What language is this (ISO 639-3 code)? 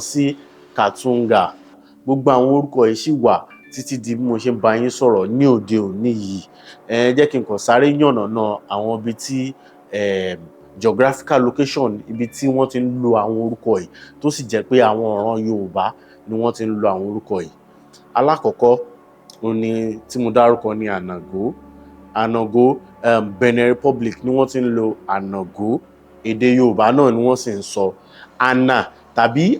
yor